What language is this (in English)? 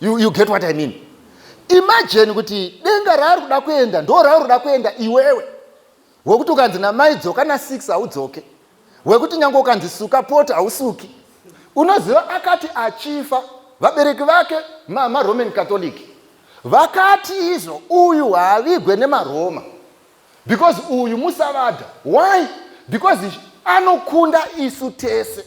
Shona